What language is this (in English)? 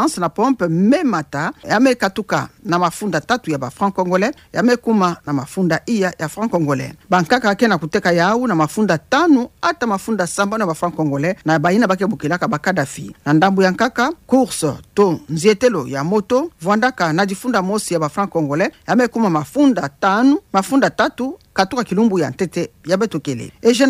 Kituba (Democratic Republic of Congo)